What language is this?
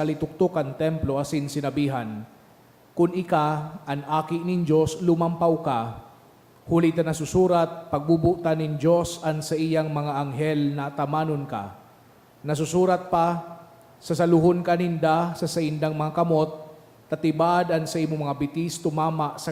Bikol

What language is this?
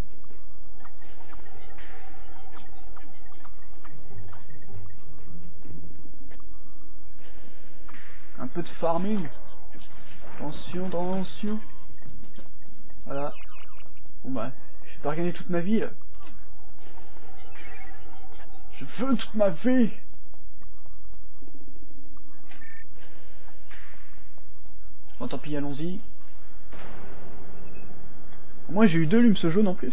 French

